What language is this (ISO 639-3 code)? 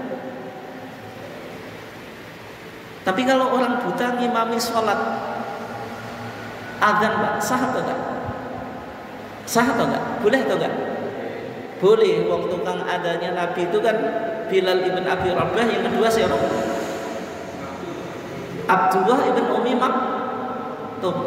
ind